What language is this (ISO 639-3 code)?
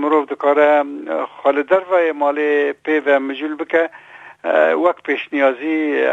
kur